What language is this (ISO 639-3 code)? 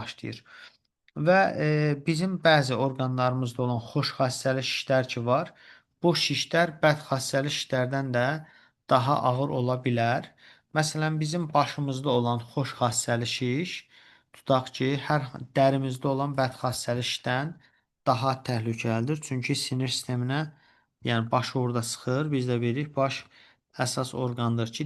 aze